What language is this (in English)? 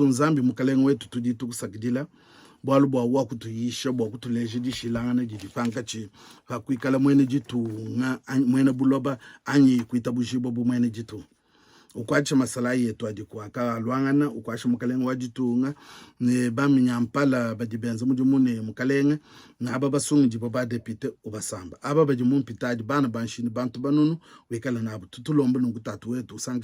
Luba-Lulua